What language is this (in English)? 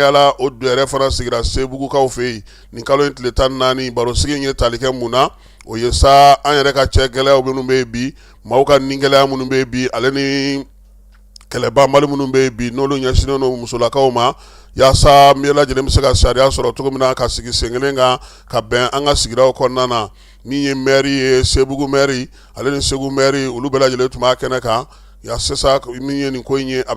Bambara